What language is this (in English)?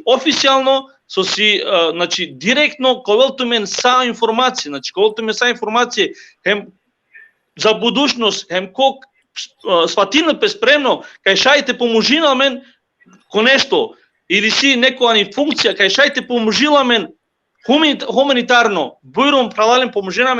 Balkan Romani